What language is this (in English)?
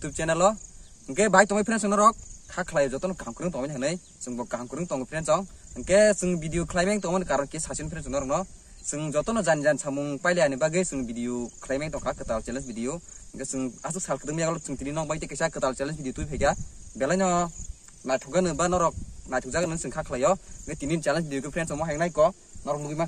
Kok Borok